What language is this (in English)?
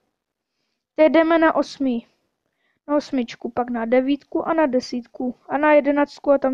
Czech